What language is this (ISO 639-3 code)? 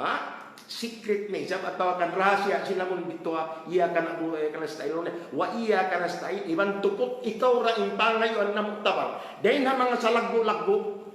tsg